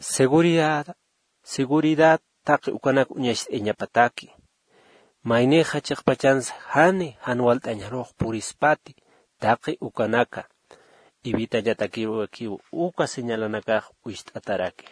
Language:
Aymara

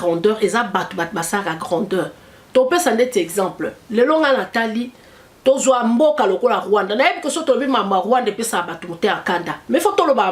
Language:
Lingala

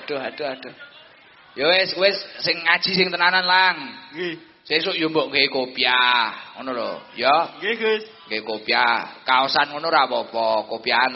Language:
Javanese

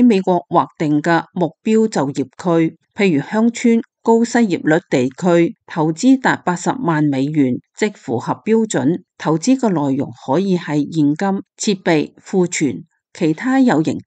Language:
Cantonese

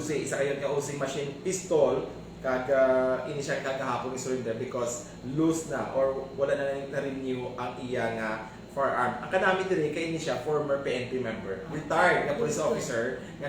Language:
Hiligaynon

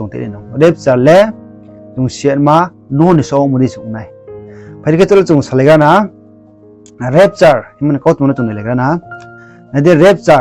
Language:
Riang (India)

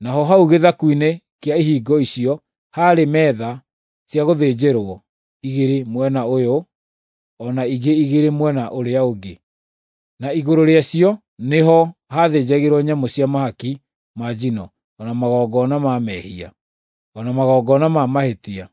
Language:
Kikuyu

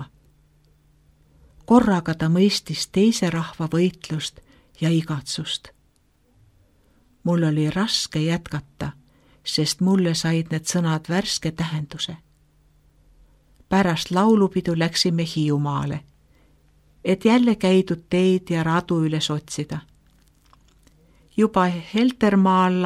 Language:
Estonian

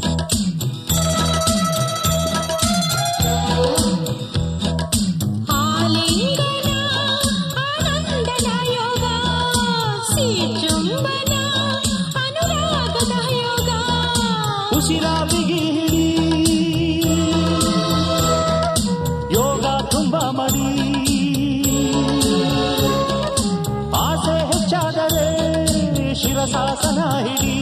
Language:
Kannada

